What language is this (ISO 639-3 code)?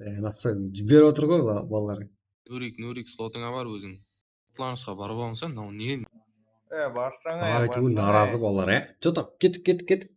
kaa